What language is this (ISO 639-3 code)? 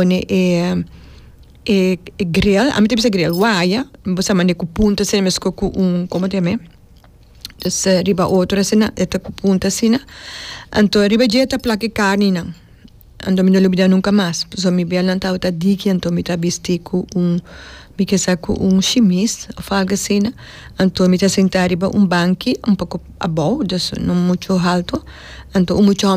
pap